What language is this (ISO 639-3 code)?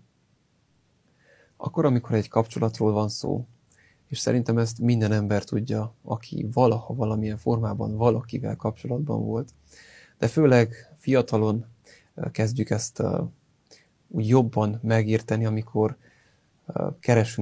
hun